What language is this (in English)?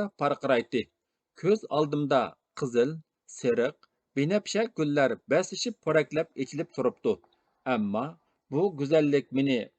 Uyghur